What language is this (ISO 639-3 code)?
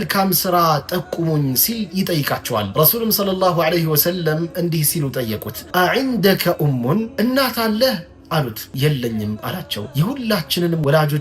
amh